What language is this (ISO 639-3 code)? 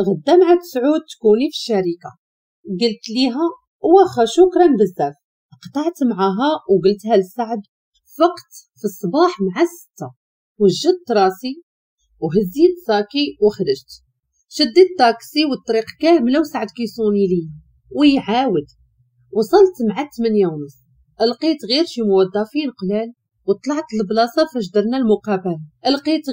ary